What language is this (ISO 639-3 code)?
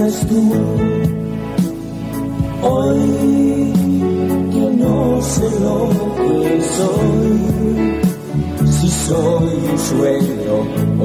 spa